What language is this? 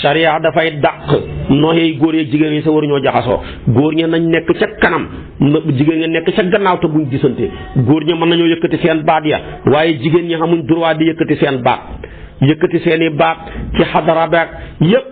Wolof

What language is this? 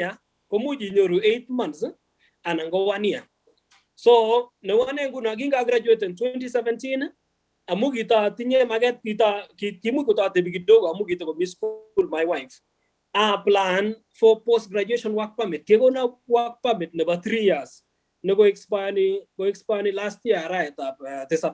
Kalenjin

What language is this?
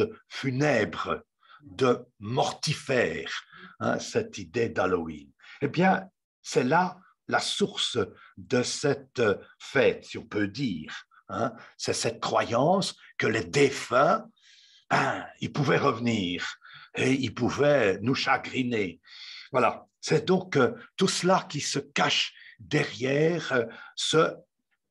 French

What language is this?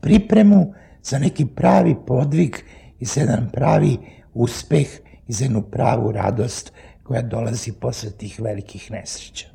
Serbian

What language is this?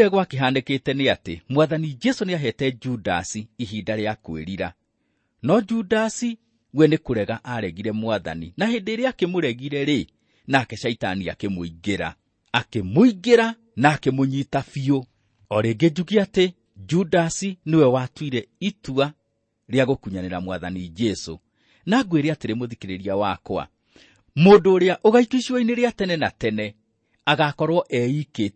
Kikuyu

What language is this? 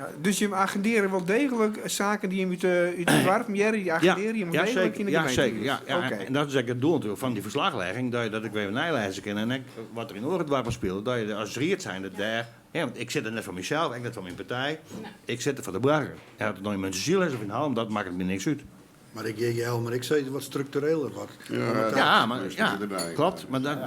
Western Frisian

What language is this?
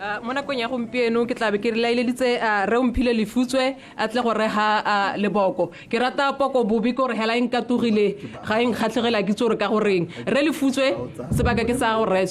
Tswana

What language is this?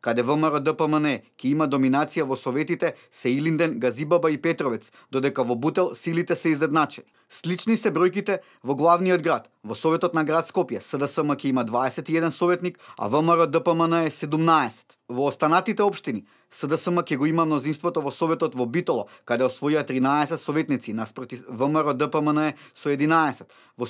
Macedonian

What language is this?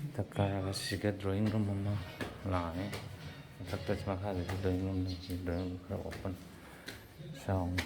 Manipuri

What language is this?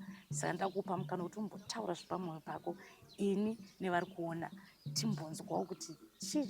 Shona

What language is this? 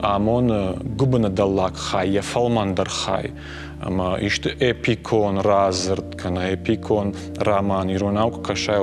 Ossetic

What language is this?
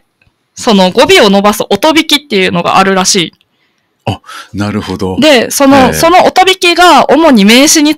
Japanese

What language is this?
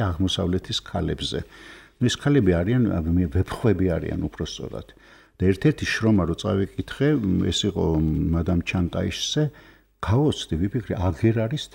Georgian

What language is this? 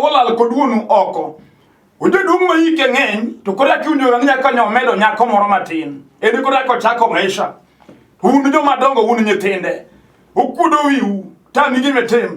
Luo (Kenya and Tanzania)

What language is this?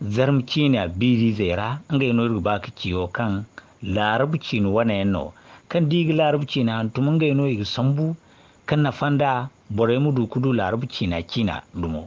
Zarma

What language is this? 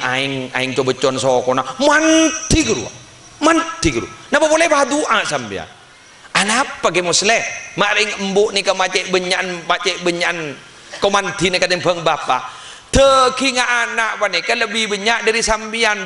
Madurese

